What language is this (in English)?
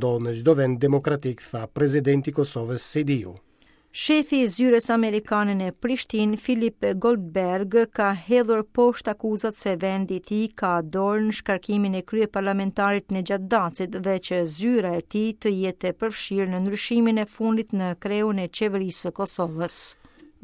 Albanian